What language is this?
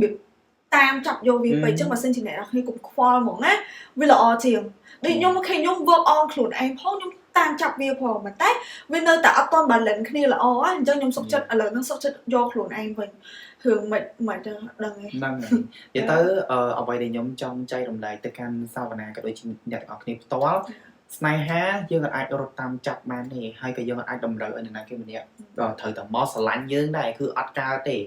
Khmer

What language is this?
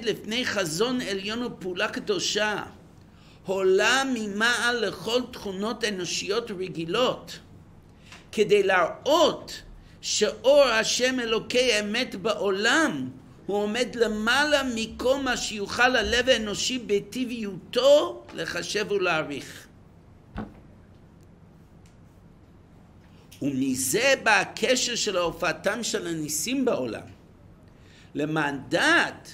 Hebrew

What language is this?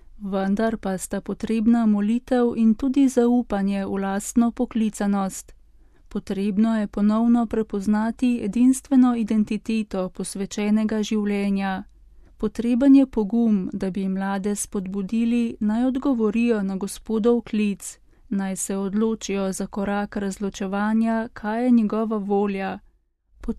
Slovenian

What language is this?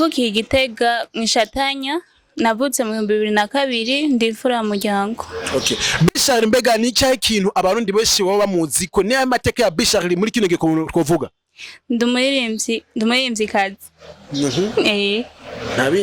Rundi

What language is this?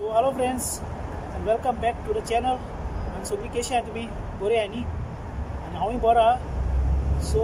Konkani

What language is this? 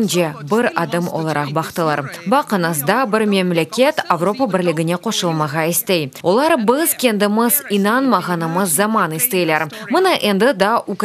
Crimean Tatar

